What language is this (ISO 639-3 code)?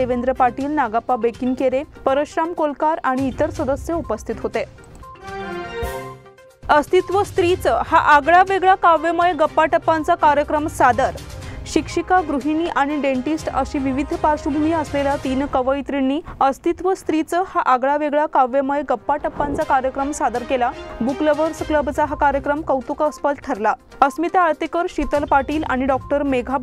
mar